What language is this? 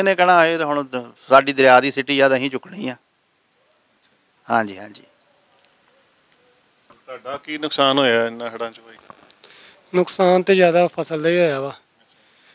Punjabi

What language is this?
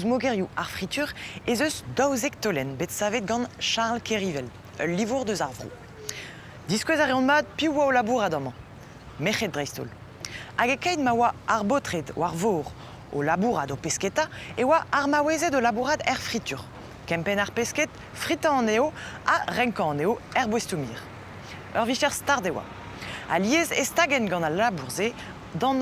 Breton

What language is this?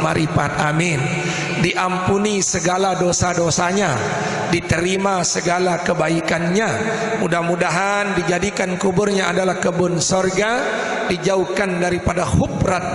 Sasak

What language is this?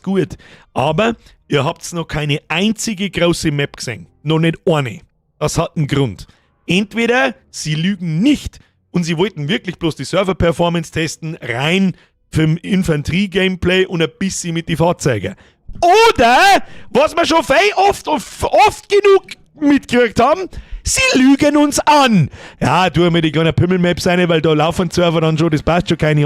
Bavarian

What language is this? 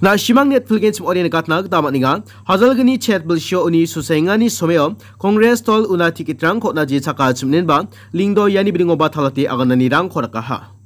Garo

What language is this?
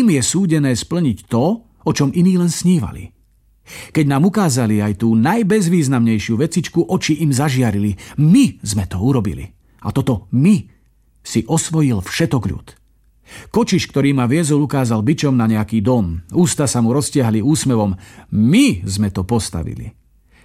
Slovak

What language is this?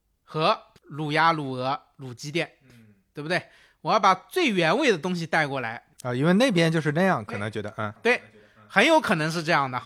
Chinese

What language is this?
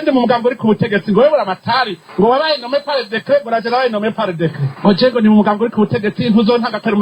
Rundi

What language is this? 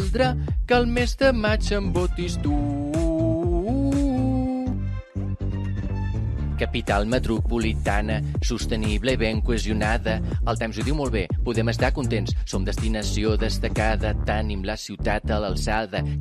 Catalan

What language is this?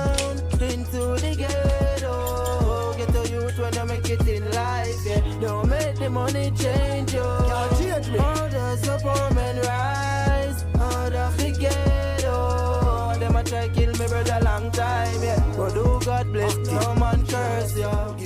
Jamaican Creole English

